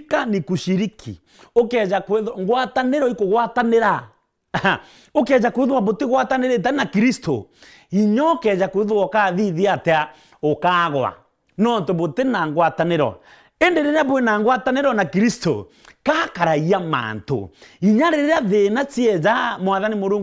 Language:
Meru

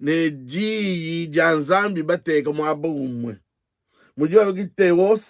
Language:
Luba-Lulua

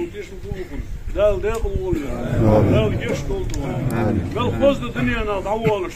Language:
Ingush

